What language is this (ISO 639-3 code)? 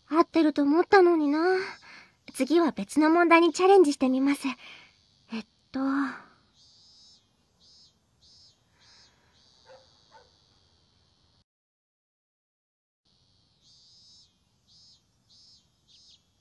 jpn